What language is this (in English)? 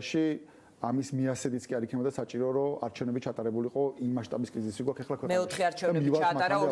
Georgian